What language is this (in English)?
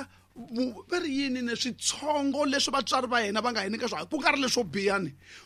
Tsonga